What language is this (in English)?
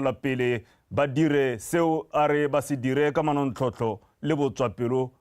Tswana